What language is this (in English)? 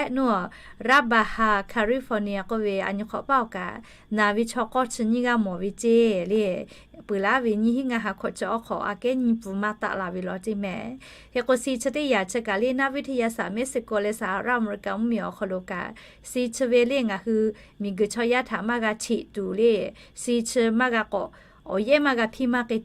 Lahu